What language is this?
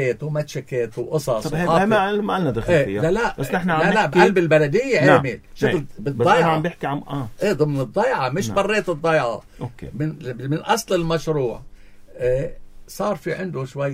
North Levantine Arabic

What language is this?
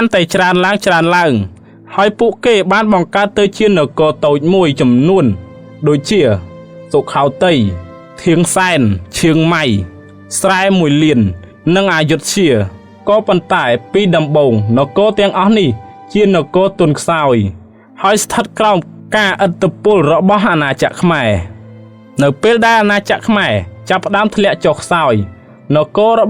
Khmer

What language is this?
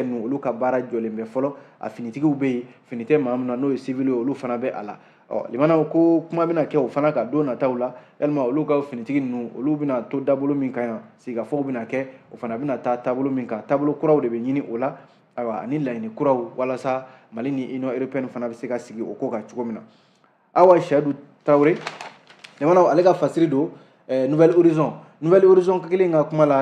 Bambara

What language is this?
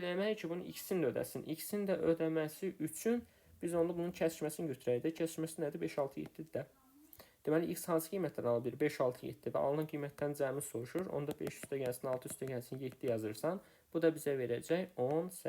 Azerbaijani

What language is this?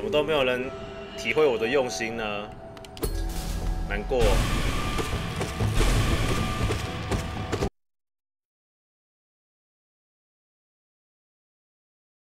Chinese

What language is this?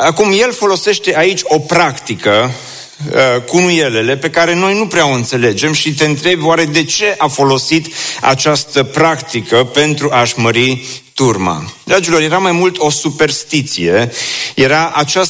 Romanian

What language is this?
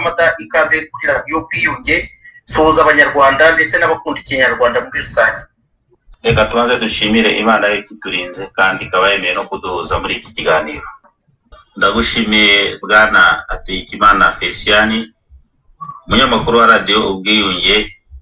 Kinyarwanda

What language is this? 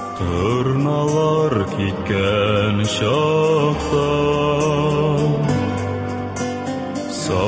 Tatar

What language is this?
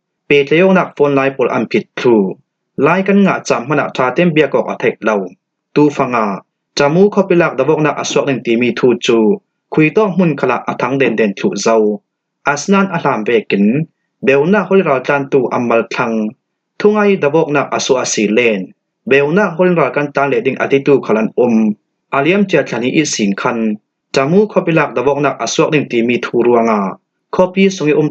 Falam Chin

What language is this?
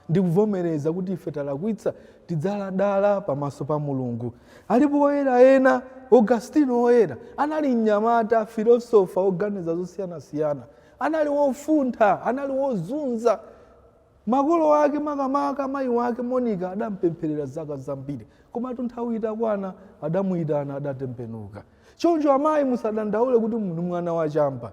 Nyanja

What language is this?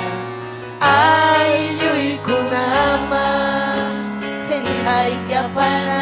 Ayacucho Quechua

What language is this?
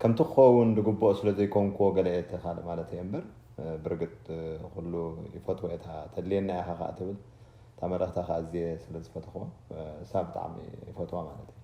Tigrinya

